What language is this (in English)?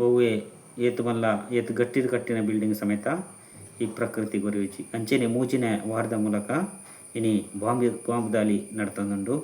Tulu